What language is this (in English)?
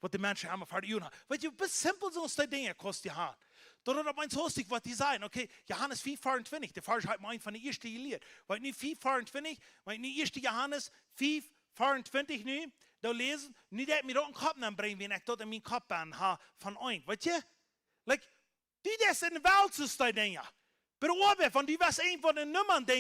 Plautdietsch